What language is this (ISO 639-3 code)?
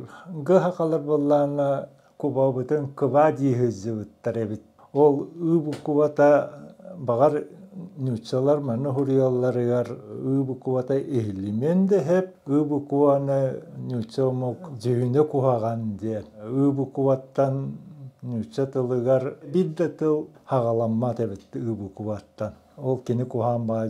sah